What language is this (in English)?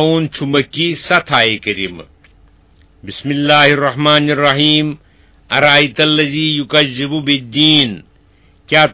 Kashmiri